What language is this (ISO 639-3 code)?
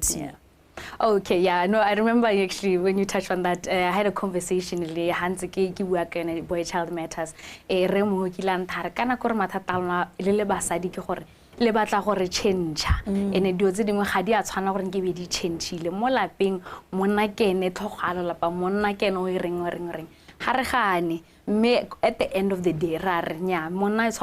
tsn